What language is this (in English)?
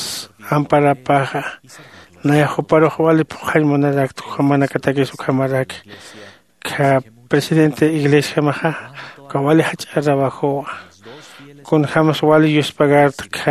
Aymara